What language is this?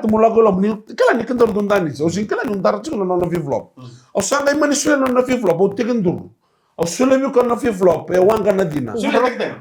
Fijian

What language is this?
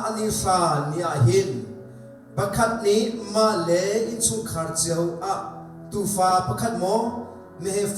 Hakha Chin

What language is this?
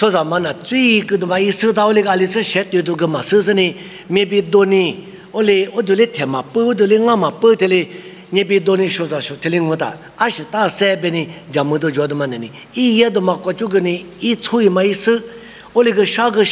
Lisu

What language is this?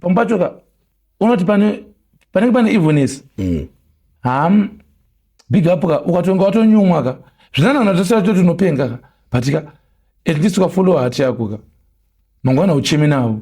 Shona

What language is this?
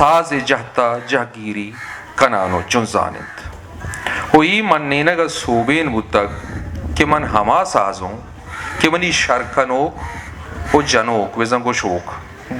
Eastern Balochi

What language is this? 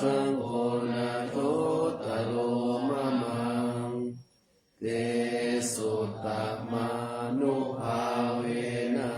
Pali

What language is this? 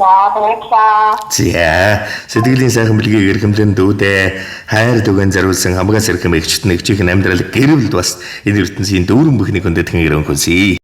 Mongolian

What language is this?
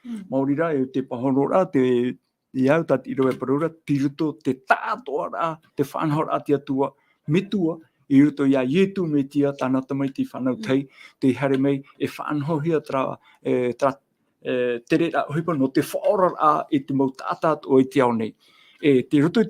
Tahitian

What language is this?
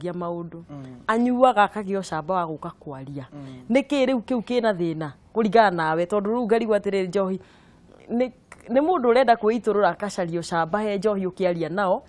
Kikuyu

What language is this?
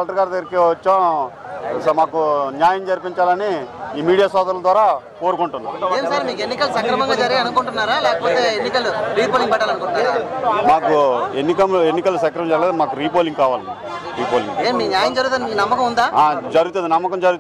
Telugu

